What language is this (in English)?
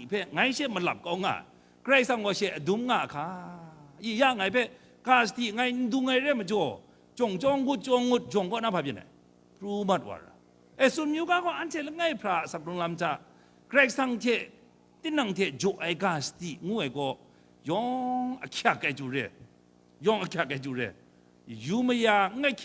Kachin